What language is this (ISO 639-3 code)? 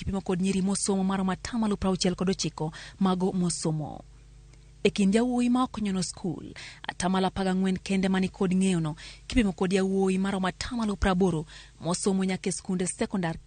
luo